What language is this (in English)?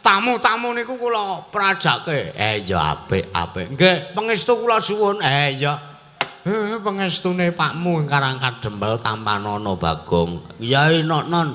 Javanese